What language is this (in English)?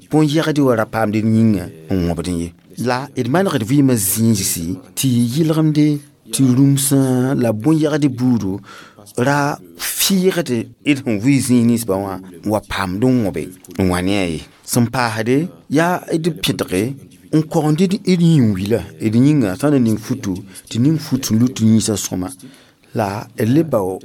Mossi